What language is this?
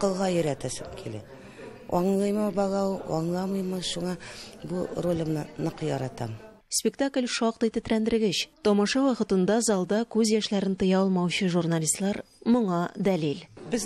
Tatar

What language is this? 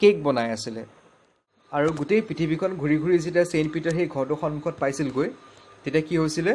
Assamese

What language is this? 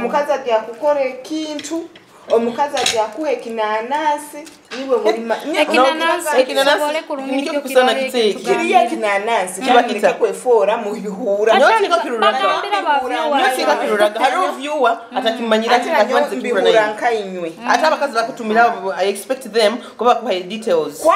Nyoro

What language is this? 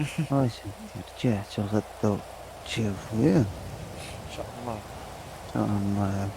Moroccan Arabic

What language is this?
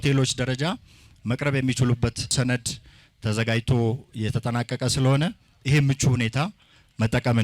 Amharic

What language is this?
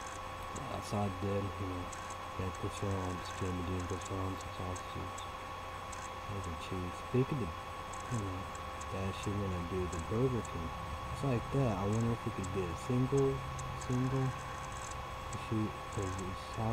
English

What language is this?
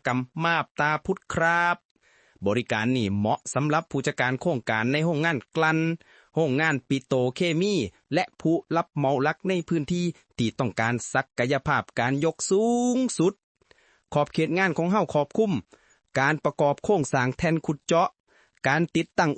Lao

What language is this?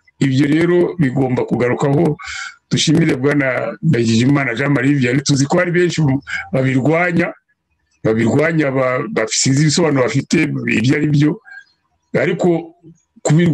Kinyarwanda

